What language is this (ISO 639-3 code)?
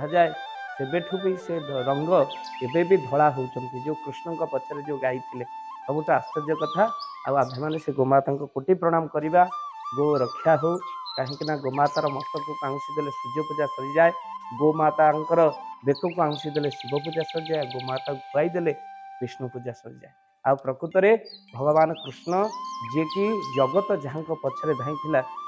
ori